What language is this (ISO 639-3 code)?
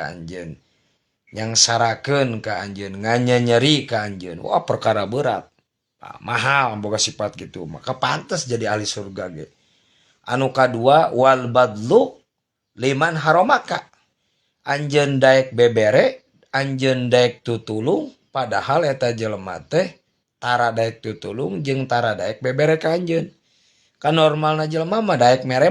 sun